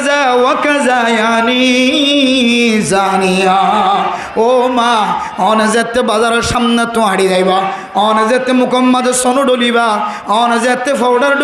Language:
Rohingya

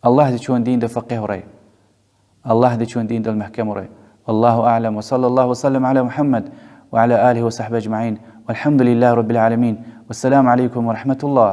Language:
Lezghian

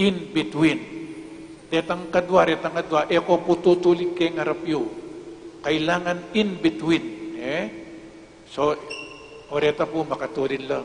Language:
Pampanga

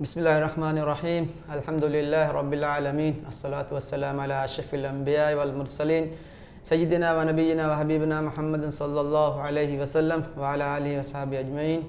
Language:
Divehi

